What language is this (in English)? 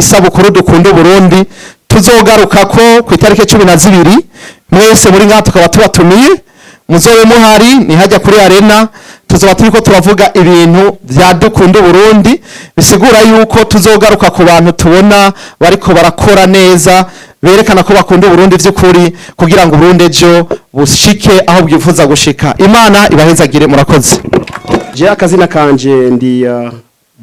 Rundi